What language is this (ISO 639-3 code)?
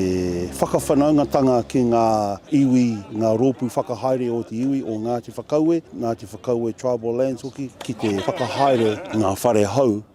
mri